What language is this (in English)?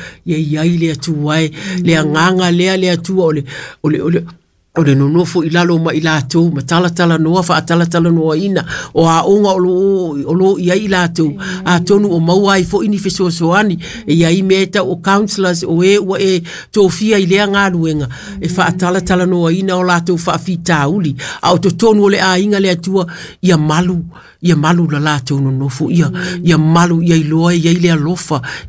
Samoan